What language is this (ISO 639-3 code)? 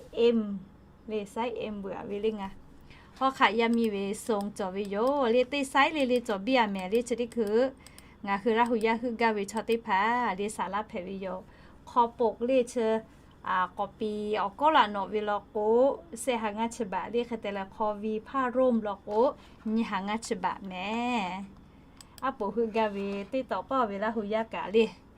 lhu